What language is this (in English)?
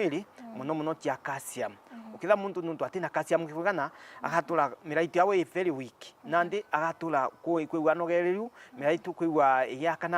Meru